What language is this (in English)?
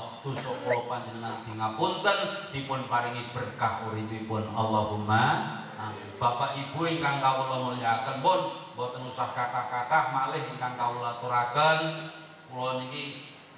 Javanese